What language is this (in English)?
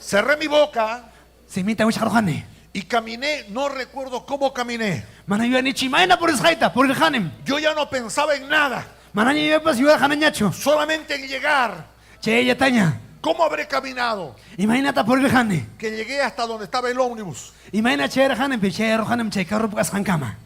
Ayacucho Quechua